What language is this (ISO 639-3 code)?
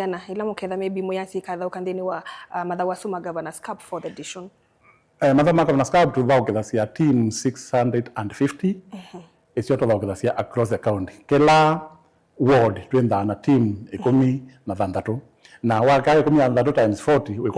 kam